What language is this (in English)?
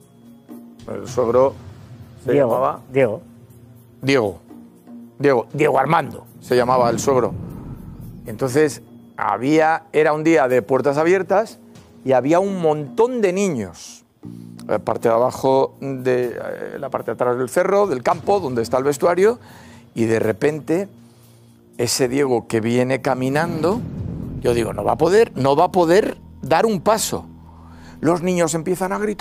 Spanish